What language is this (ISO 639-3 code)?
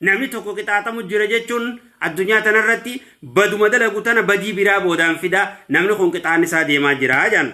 orm